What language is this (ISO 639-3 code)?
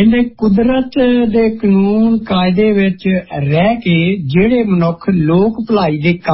pan